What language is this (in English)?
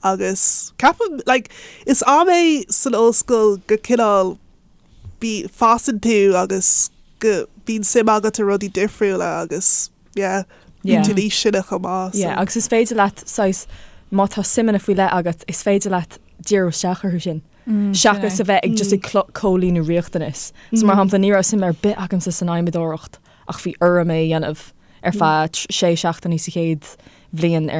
Irish